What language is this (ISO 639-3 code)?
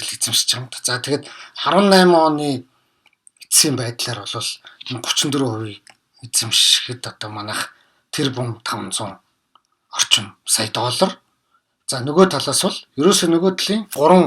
mon